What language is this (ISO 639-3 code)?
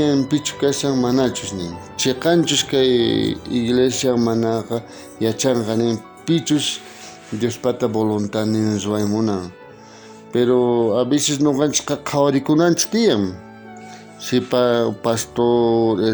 quh